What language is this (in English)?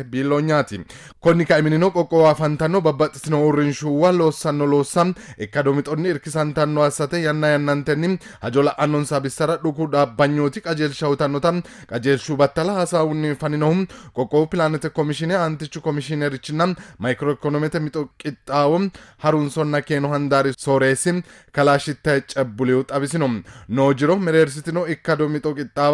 Sidamo